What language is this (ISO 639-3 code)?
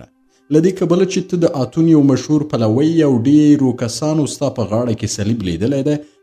pus